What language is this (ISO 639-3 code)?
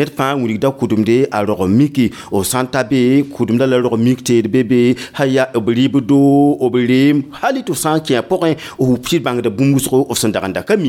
mos